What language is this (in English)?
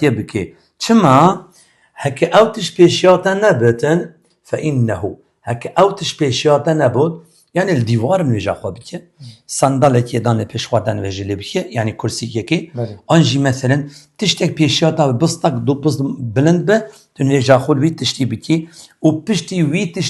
Kurdish